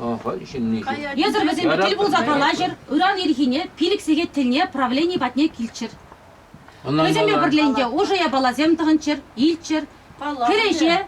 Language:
Chuvash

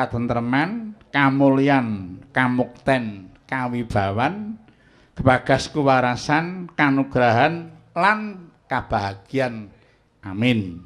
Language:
Javanese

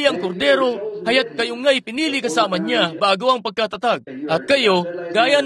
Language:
Filipino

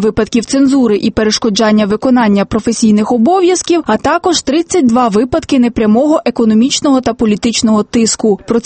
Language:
Ukrainian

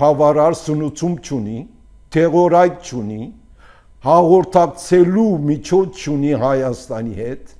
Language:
Armenian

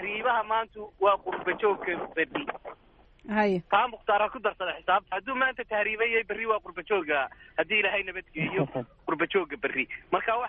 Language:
Somali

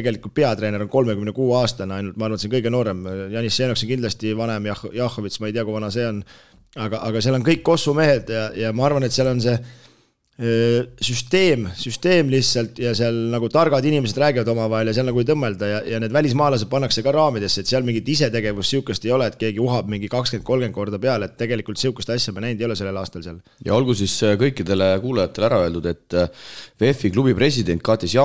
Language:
Estonian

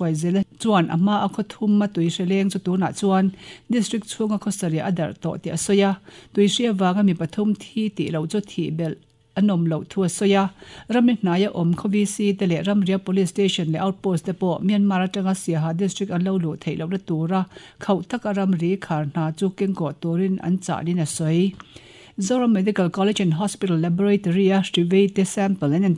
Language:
Mizo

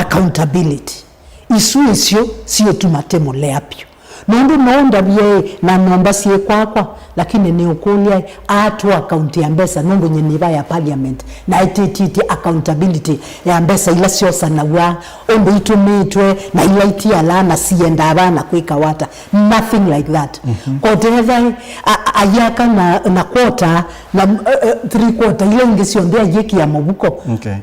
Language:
Kamba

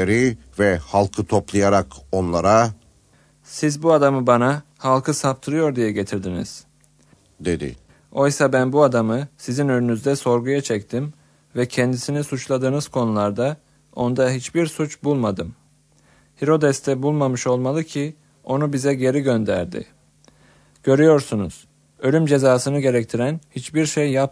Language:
Turkish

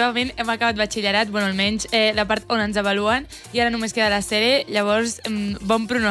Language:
Catalan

